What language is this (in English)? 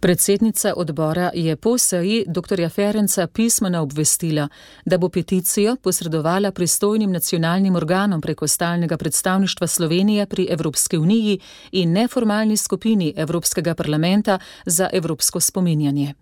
Slovenian